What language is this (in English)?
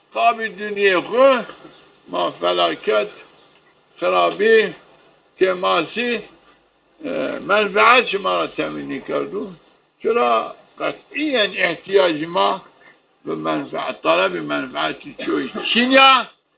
Zaza